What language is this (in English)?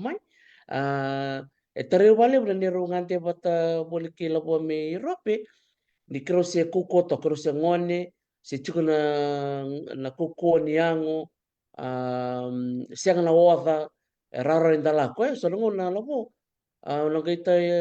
Fijian